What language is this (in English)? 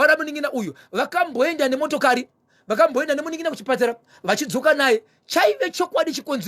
Shona